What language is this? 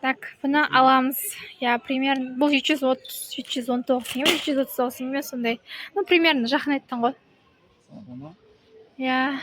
Kazakh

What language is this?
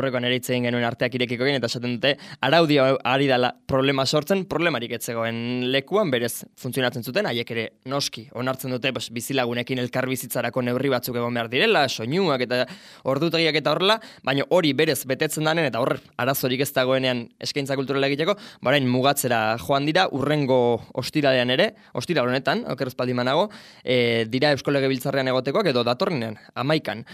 Basque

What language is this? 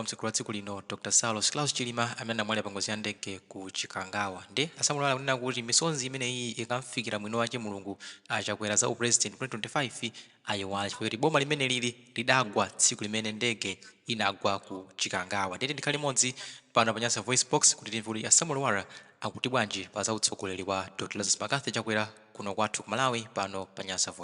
Nyanja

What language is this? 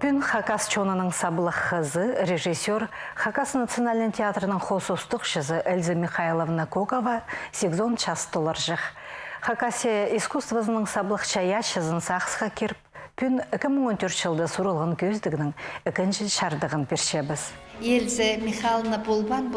Khakas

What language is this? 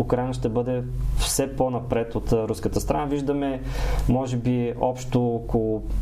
Bulgarian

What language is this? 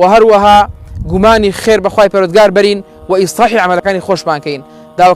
Central Kurdish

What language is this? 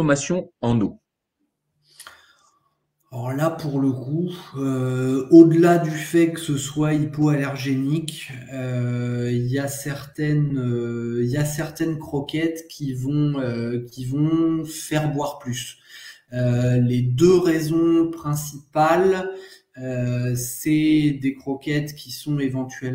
French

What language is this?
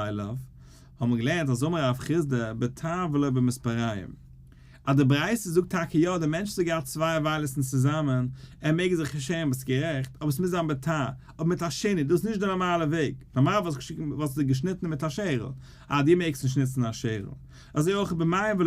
Yiddish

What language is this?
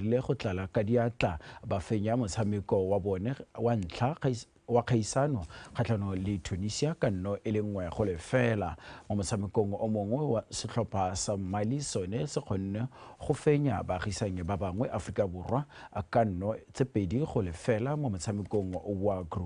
Tswana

